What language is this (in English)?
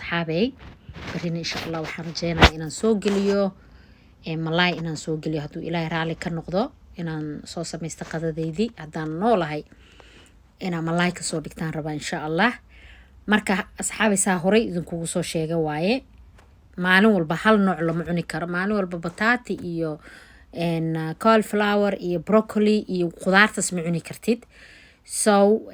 Somali